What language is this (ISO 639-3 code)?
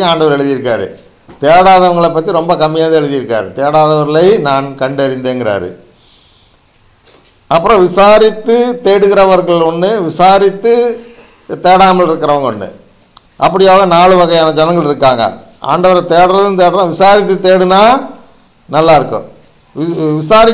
tam